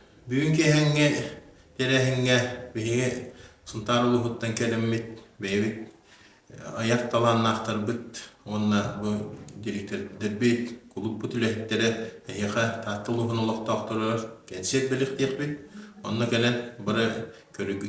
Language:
Yakut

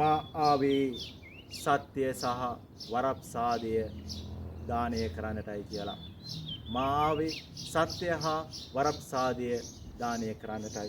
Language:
Sinhala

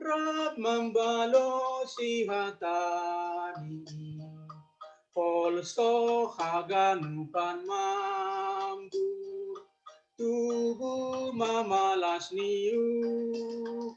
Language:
Batak Simalungun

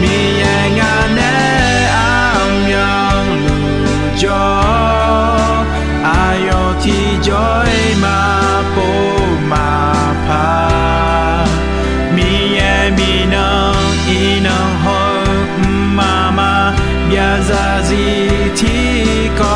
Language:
Akha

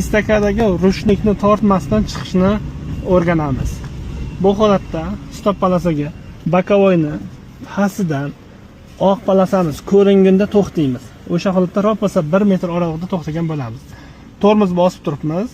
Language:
Uzbek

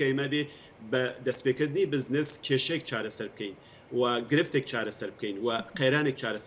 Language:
Central Kurdish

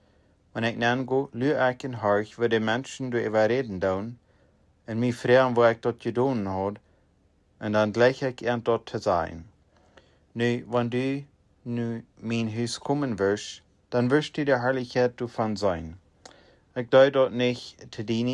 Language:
Plautdietsch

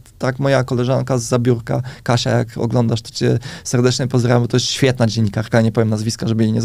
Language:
Polish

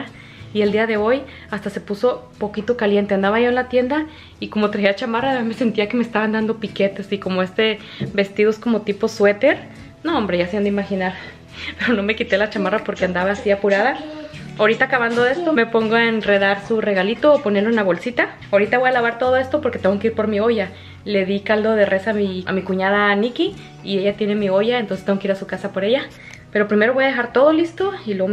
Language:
Spanish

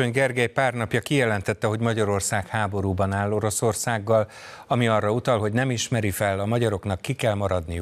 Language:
Hungarian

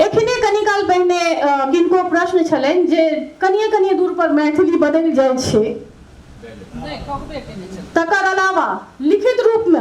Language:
Maithili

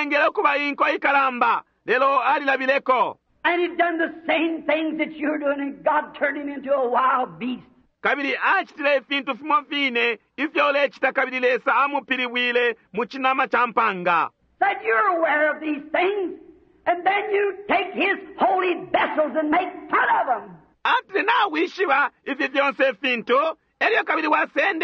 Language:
Bemba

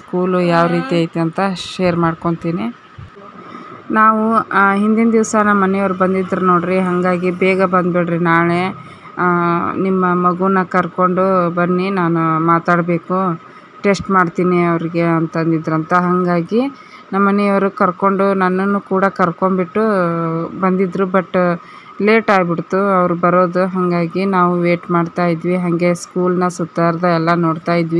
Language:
Kannada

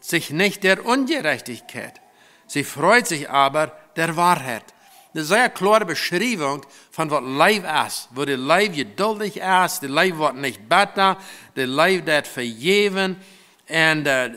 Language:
Plautdietsch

